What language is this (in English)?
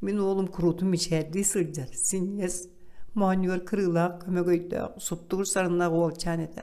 Yakut